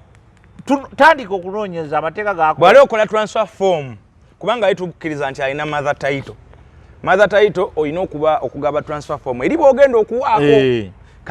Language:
Ganda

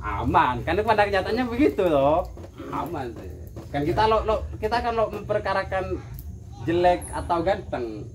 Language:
Madurese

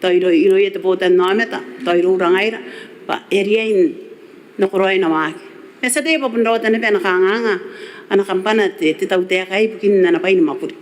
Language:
Gilbertese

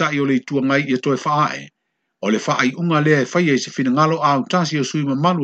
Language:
Samoan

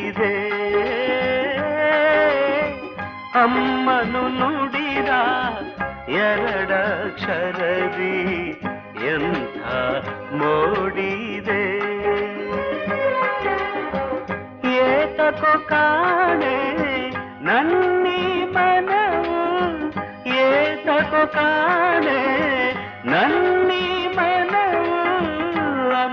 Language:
Kannada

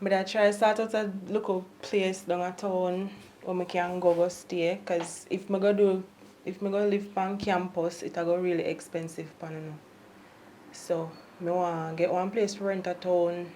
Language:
Jamaican Creole English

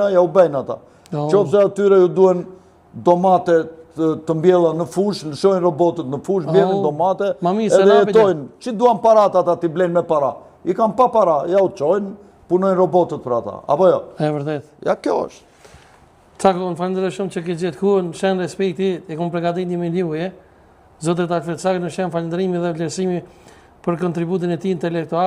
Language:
Albanian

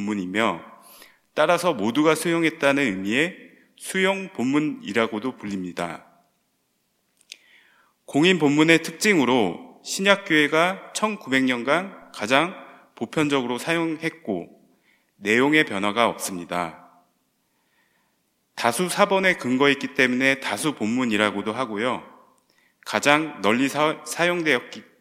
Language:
Korean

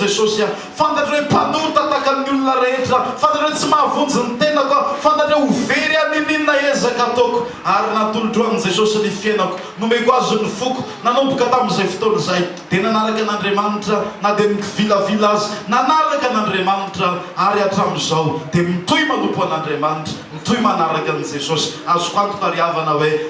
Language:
Malagasy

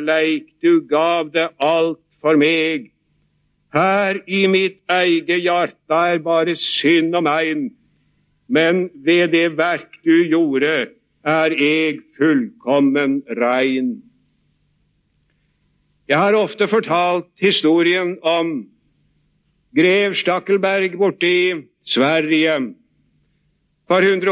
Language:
Norwegian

